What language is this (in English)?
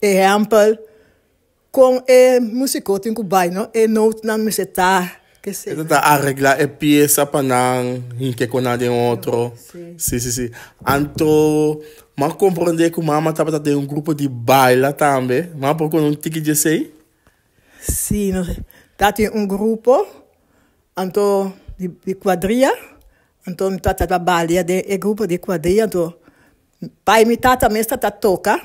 Papiamento